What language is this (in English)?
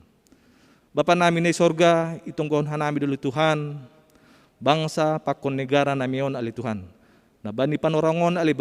Batak Simalungun